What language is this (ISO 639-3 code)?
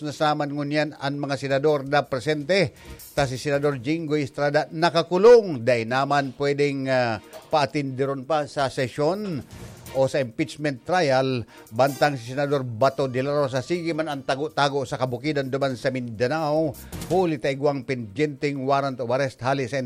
bik